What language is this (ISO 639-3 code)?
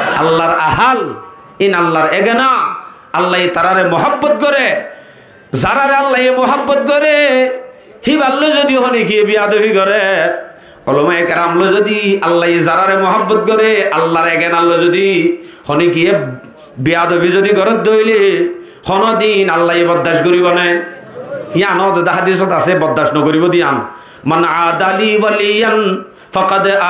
rhg